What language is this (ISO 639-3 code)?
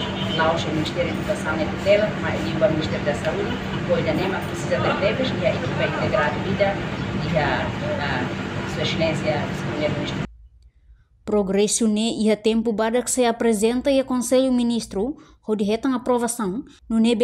tet